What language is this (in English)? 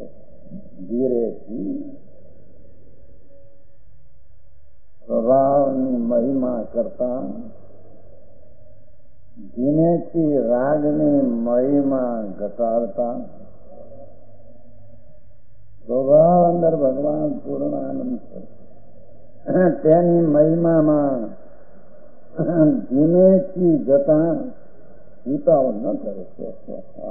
Gujarati